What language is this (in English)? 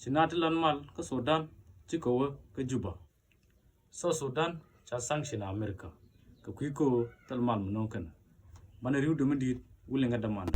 Nuer